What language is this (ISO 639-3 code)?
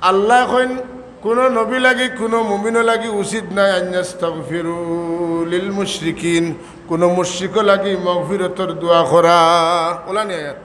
syl